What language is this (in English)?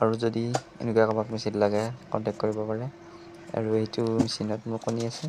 Assamese